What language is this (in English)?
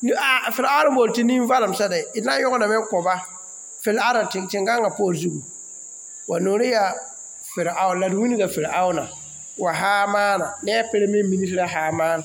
Mossi